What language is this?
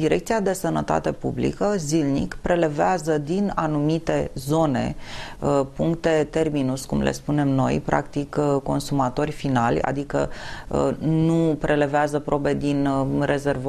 Romanian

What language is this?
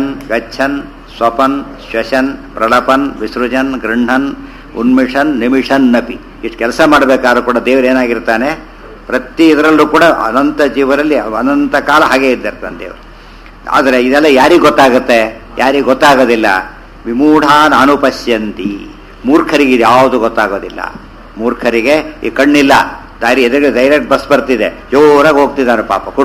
Kannada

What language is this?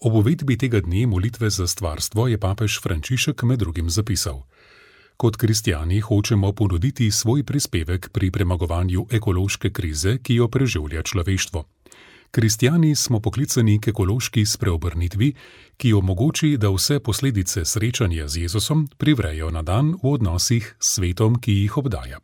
Slovenian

